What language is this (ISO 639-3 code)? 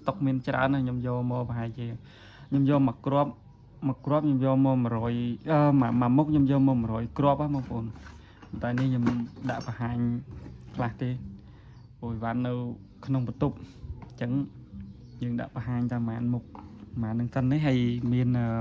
khm